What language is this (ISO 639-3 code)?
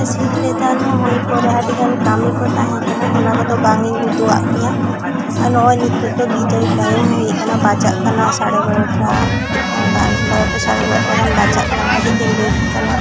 sat